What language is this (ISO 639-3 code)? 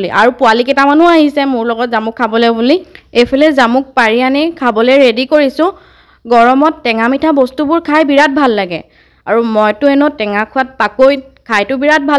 asm